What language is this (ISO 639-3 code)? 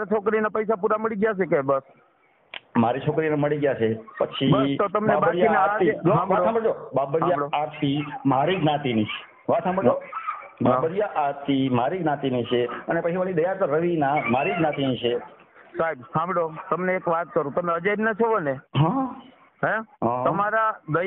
guj